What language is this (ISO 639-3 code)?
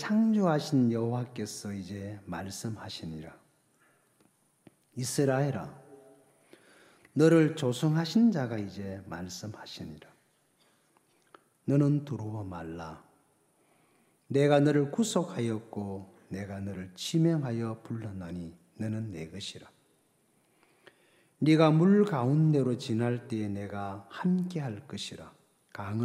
kor